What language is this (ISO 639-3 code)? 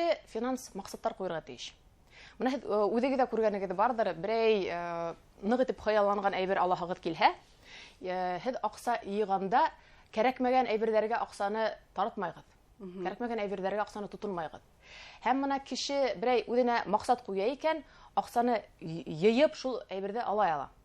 bak